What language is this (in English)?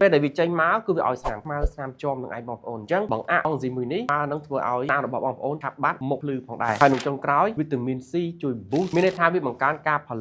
Khmer